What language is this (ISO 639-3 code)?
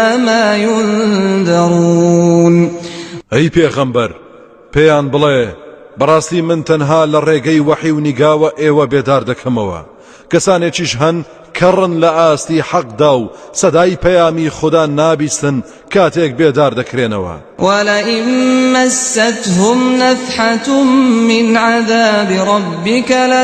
ckb